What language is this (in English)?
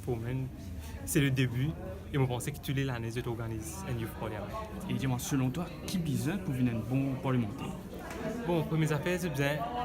Morisyen